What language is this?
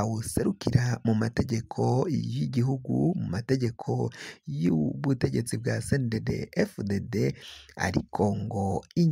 Rundi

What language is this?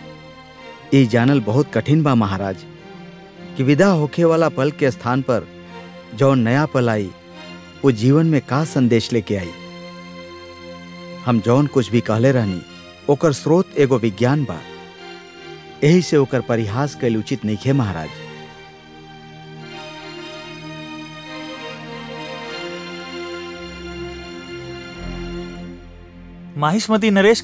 Bhojpuri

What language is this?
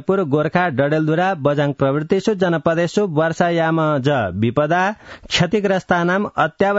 Sanskrit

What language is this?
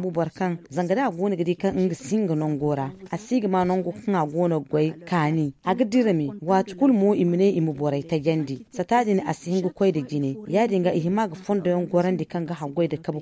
Zarma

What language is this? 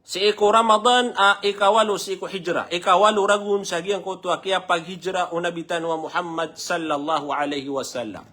Maranao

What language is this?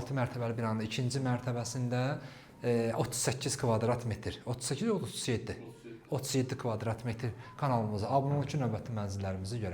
Azerbaijani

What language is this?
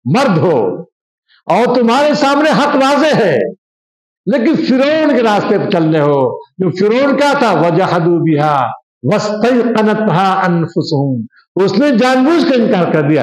Urdu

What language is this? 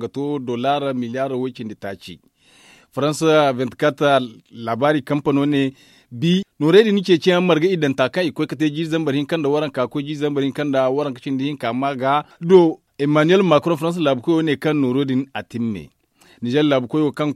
Zarma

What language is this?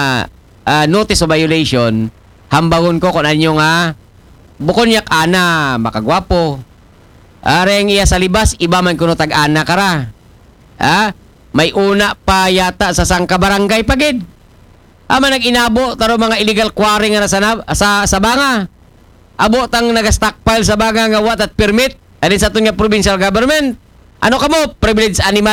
Aklanon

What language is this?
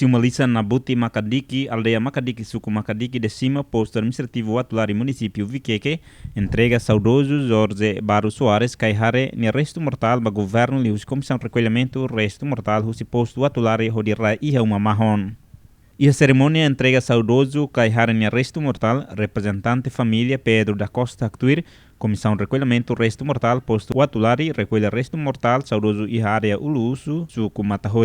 Tetum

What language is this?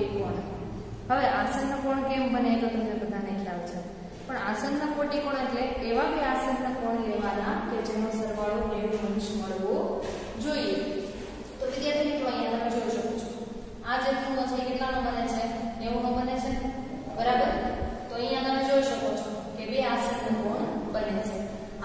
Gujarati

